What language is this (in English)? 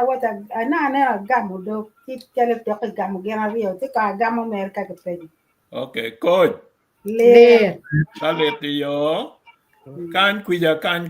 Acoli